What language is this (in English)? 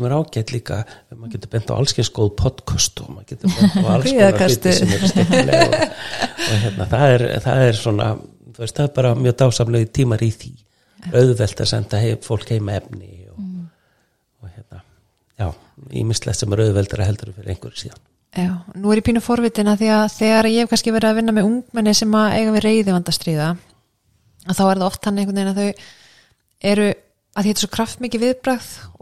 Icelandic